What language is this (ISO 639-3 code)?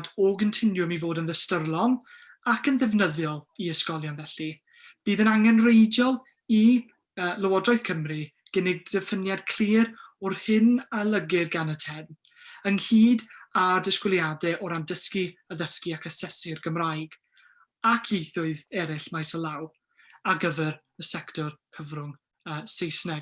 cym